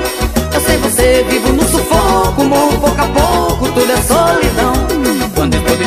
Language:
Portuguese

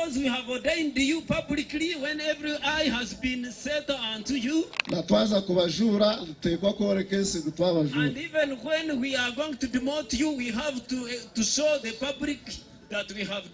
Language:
Nyankole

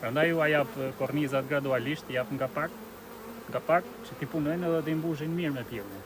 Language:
Albanian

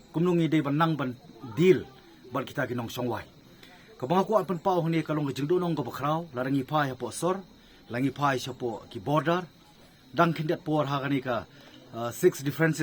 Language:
Khasi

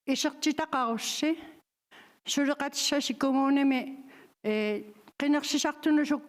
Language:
Kalaallisut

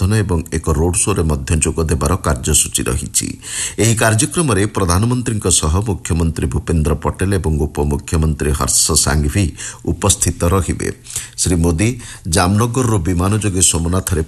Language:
Odia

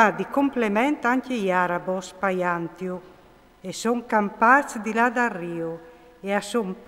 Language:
Friulian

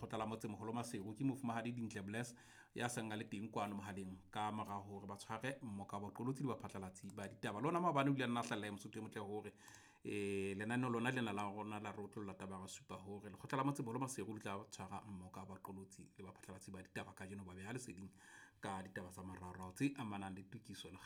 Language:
Southern Sotho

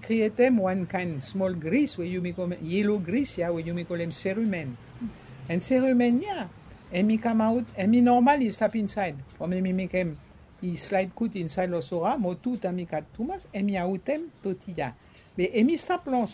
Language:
Bislama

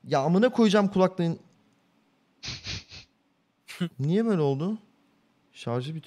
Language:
Turkish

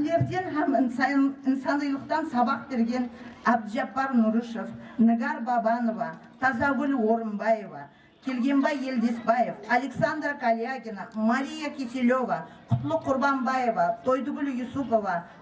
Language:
Kara-Kalpak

